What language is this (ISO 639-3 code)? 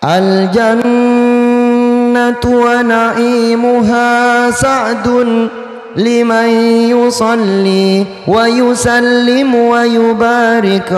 mad